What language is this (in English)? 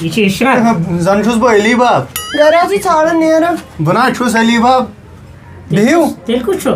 Kashmiri